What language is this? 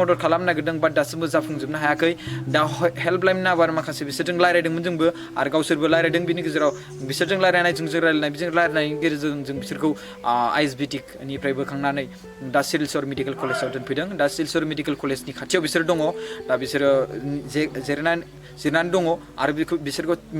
Bodo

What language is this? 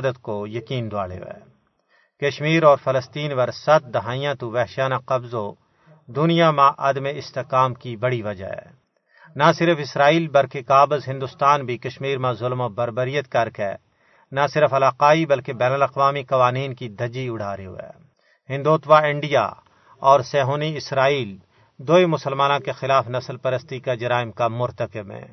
Gujari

